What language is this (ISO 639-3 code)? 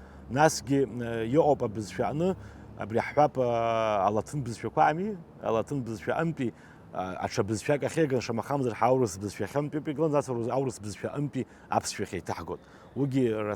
abk